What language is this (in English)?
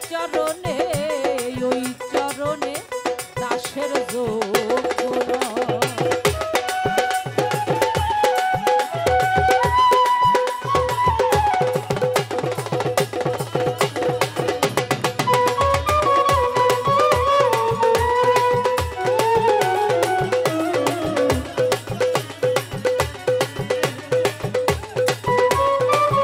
Bangla